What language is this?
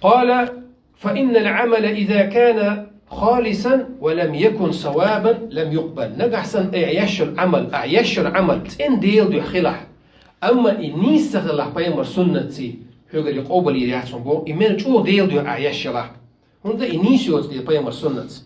Chechen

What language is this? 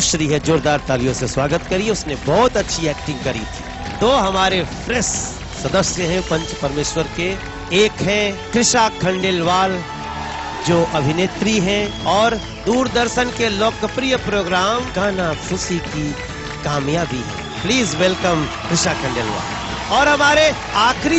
Hindi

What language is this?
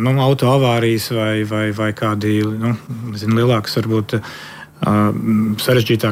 Latvian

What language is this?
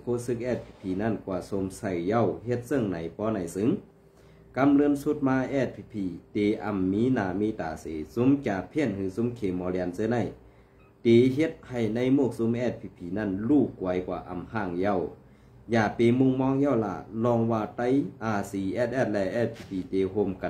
Shan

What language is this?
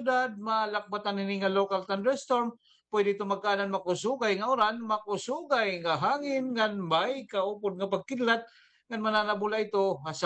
Waray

